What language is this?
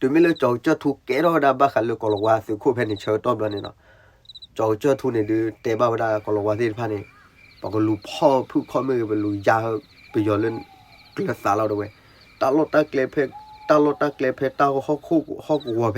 S'gaw Karen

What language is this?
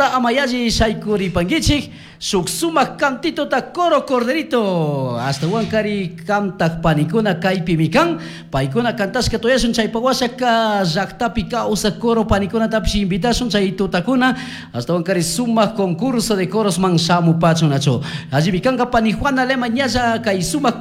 Chimborazo Highland Quichua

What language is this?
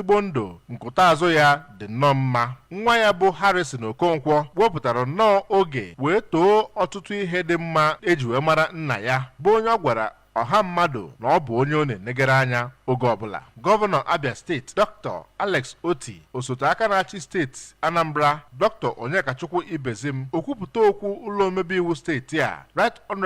Igbo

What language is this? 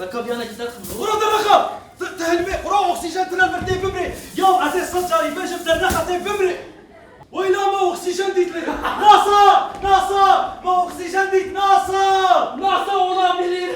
Kurdish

